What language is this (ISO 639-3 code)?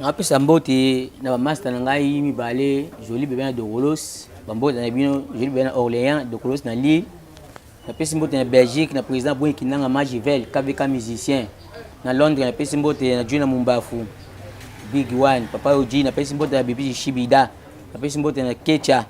lin